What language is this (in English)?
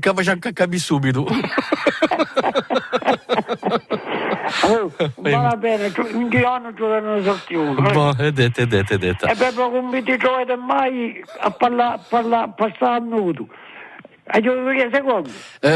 Italian